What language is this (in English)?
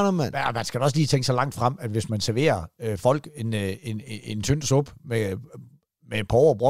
Danish